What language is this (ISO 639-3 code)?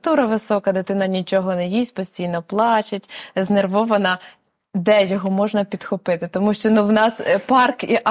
ukr